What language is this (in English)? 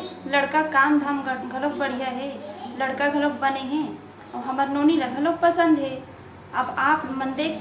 Chhattisgarhi